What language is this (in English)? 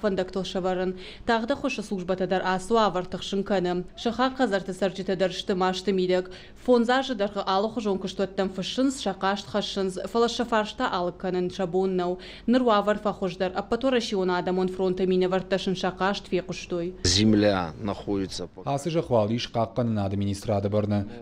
Ossetic